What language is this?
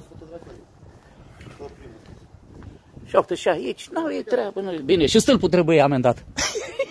Romanian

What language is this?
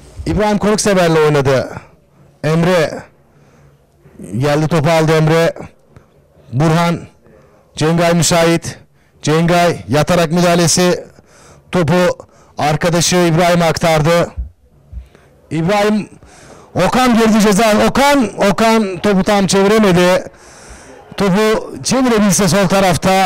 Turkish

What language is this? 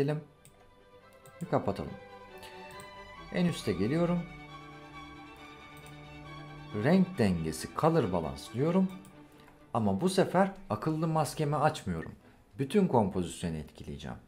Turkish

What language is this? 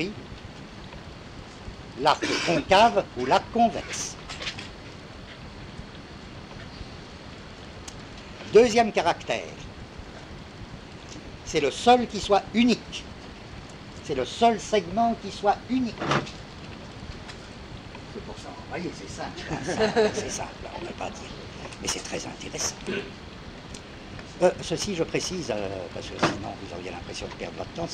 French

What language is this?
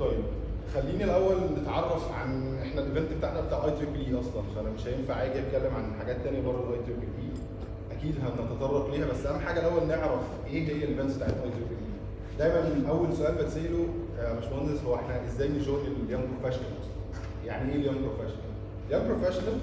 Egyptian Arabic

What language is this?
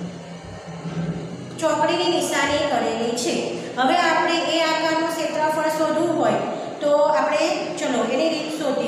Gujarati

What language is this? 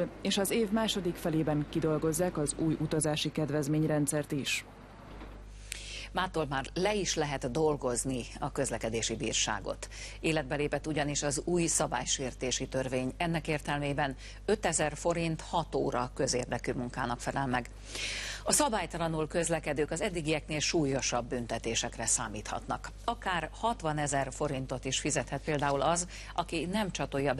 Hungarian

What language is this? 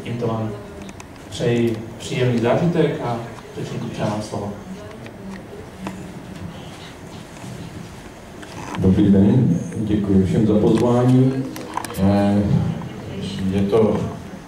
Czech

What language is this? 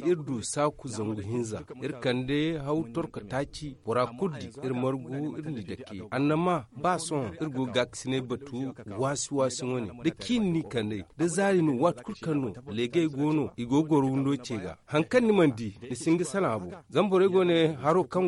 Zarma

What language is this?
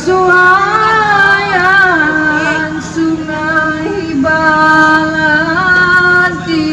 Minangkabau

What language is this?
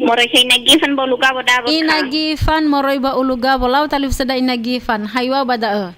Nias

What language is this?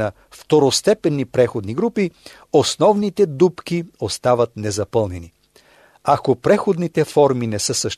Bulgarian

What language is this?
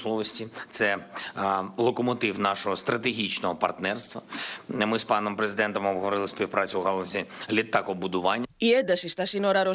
Greek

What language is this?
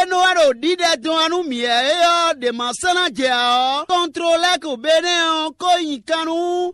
Fon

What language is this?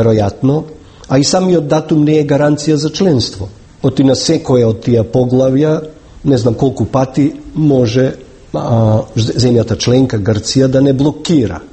Macedonian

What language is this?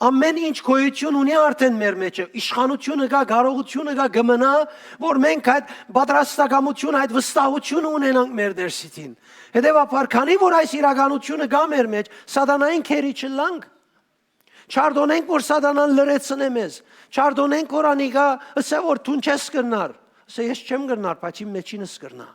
Western Armenian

